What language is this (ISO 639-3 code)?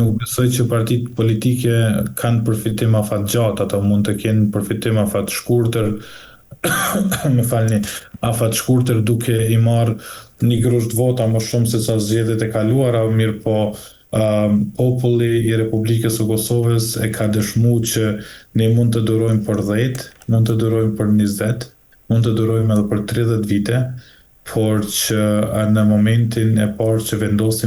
sqi